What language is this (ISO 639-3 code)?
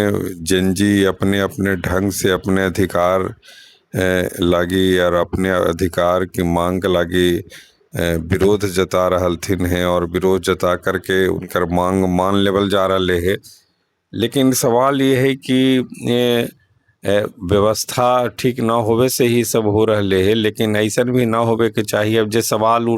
mag